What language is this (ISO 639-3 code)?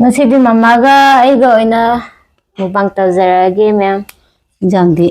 mni